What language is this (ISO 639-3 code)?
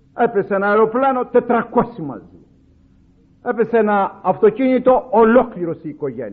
ell